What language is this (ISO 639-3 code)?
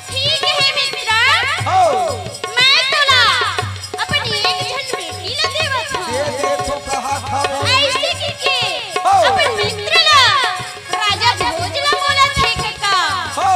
hne